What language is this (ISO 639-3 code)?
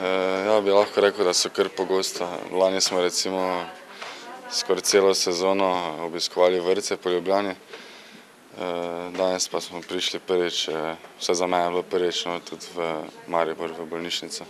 slv